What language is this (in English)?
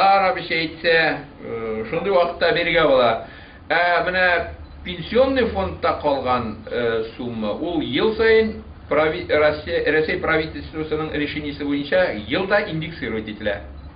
Bashkir